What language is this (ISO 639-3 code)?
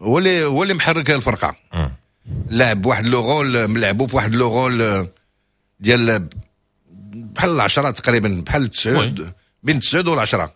ary